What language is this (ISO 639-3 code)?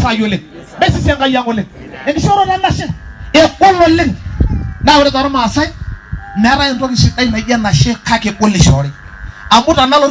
mas